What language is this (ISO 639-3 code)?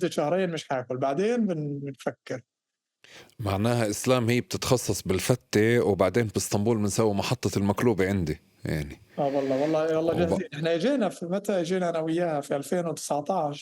apc